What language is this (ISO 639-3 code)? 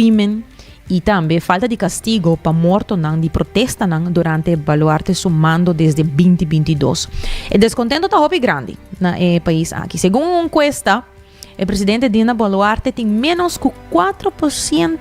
pap